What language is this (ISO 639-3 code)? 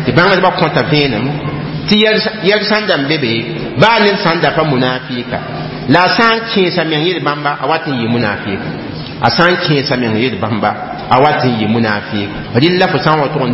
mos